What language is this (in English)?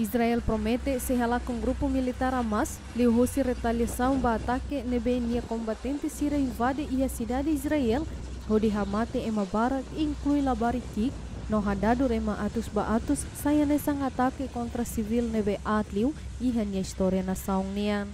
Tetum